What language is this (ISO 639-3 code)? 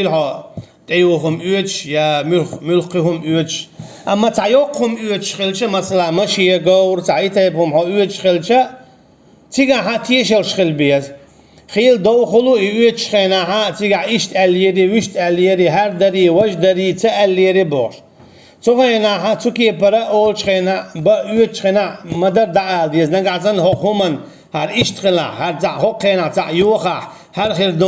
che